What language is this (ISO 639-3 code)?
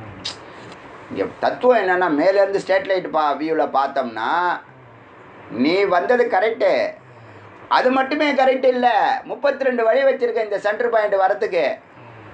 tam